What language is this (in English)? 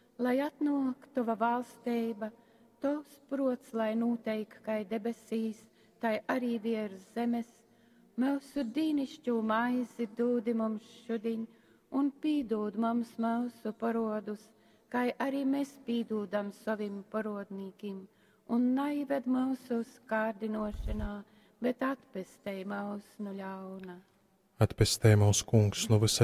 Latgalian